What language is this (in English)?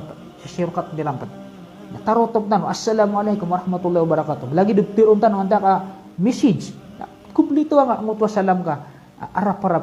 Maranao